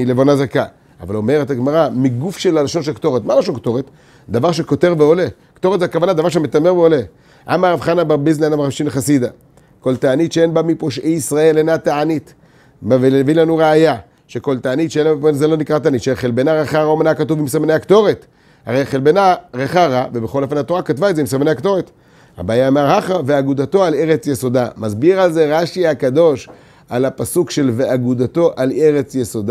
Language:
Hebrew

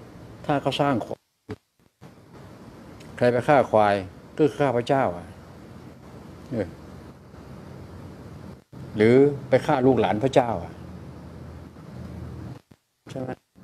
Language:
Thai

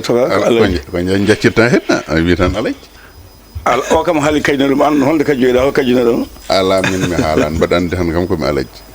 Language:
Fula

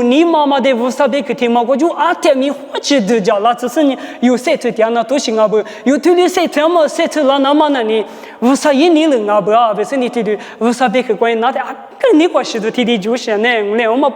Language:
Lisu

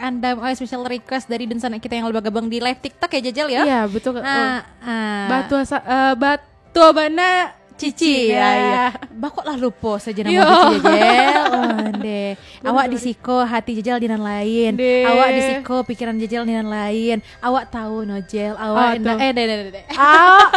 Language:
Minangkabau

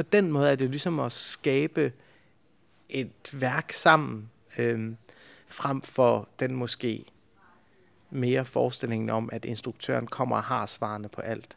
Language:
Danish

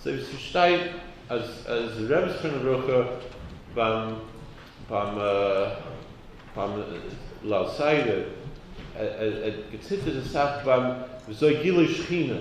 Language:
Yiddish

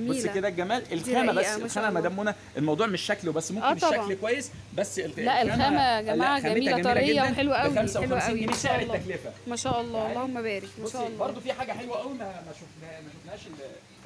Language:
Egyptian Arabic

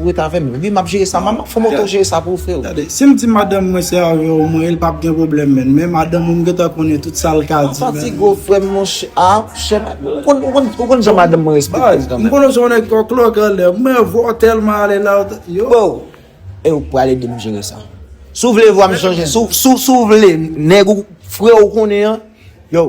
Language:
Haitian Creole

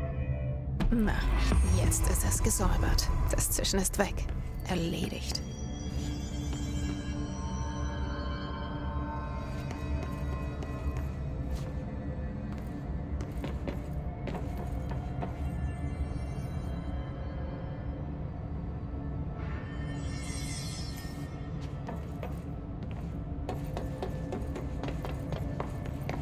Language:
German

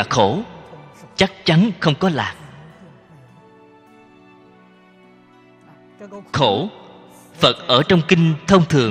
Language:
Vietnamese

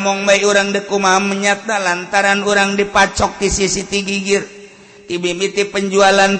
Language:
Sundanese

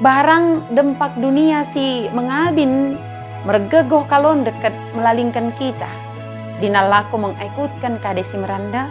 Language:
Batak Dairi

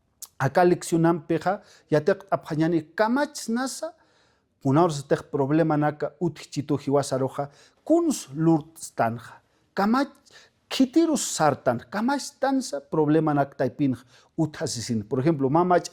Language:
Aymara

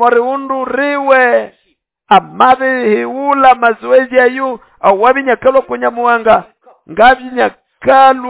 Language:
Nande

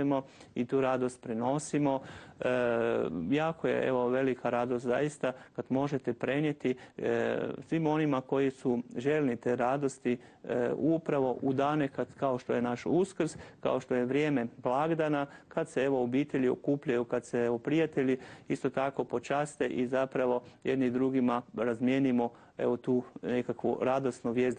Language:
Croatian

